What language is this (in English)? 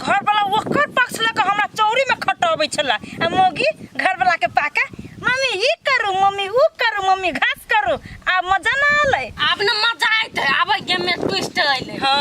Maithili